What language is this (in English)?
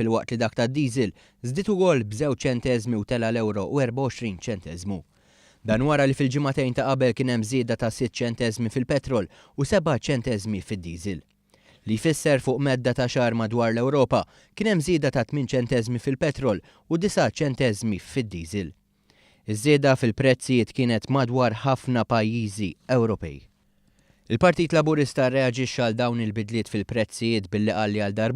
Maltese